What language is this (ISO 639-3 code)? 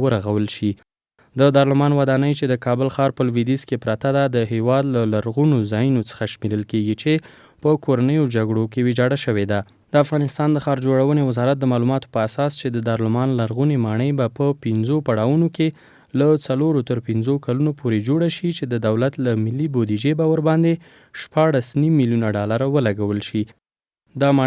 pus